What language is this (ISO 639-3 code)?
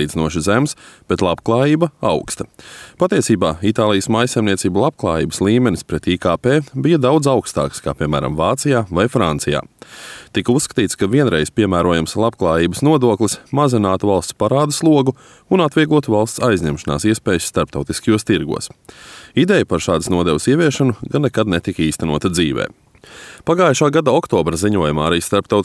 lav